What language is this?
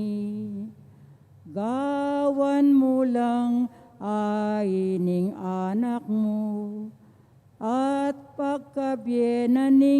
Pampanga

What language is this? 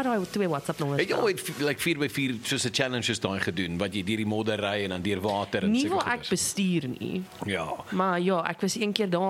Afrikaans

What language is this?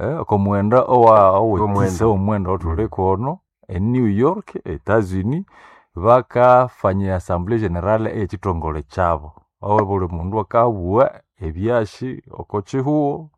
Nande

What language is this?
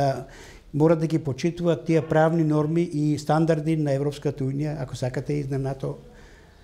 Macedonian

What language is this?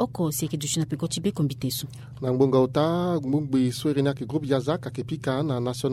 Sango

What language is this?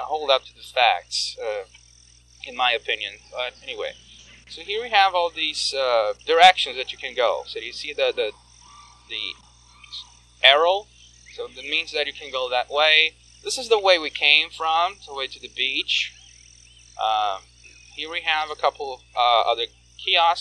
English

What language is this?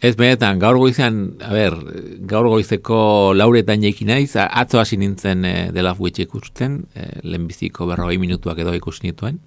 Basque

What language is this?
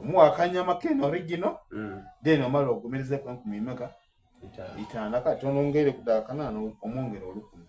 Soga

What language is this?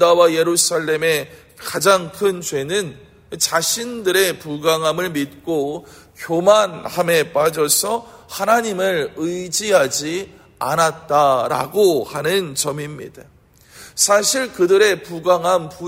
Korean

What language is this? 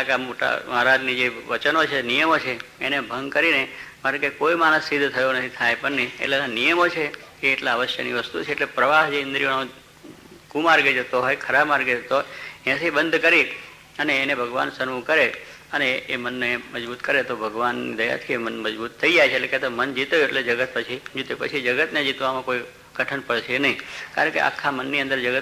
Gujarati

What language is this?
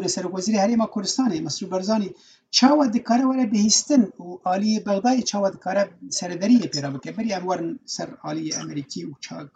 Kurdish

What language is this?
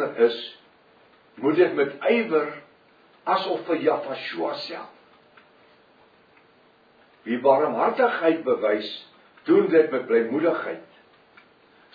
Afrikaans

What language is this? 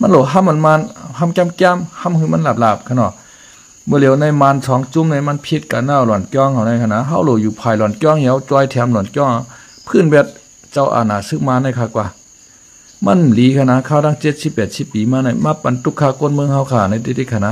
Shan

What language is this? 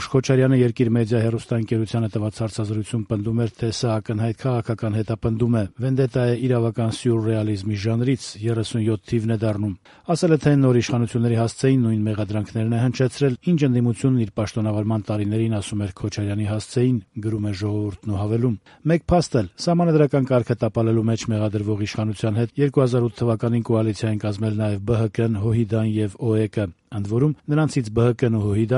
Armenian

